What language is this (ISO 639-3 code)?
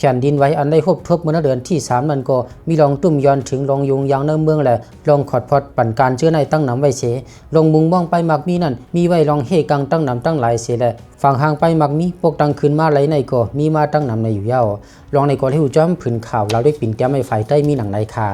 shn